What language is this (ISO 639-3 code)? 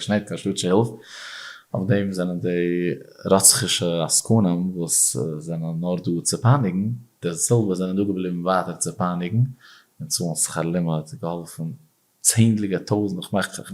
yid